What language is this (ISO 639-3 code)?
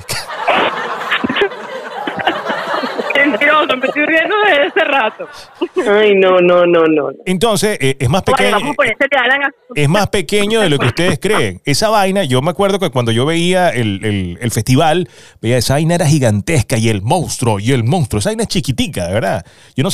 spa